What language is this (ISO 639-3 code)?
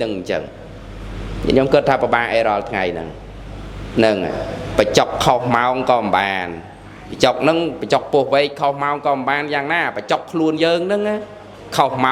khm